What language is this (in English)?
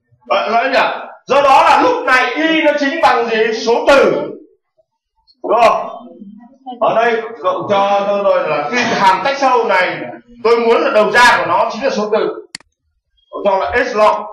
Vietnamese